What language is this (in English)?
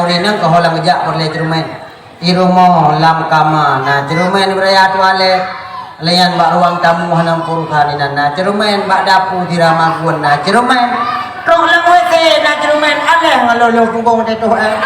Achinese